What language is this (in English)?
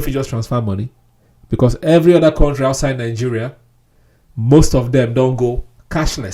Nigerian Pidgin